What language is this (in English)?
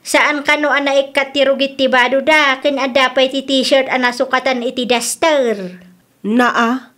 Iloko